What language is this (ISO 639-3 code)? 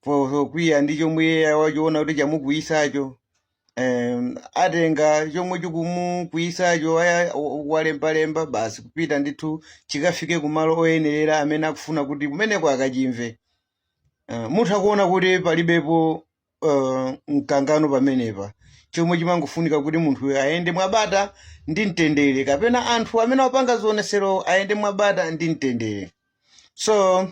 nya